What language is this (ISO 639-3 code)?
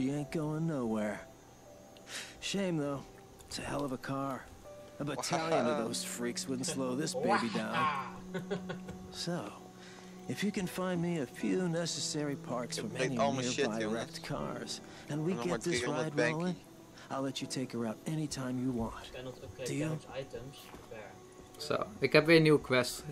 nld